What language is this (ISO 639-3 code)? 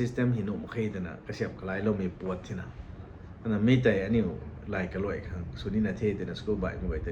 nbu